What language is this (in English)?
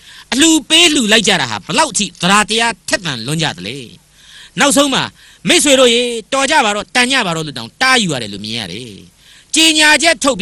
Burmese